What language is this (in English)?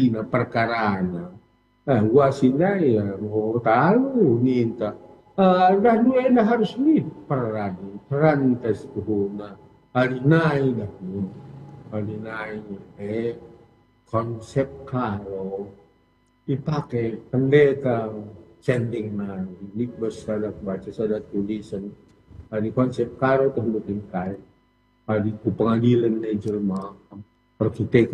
Batak Karo